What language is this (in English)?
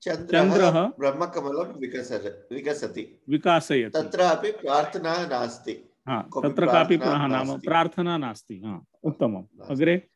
Sanskrit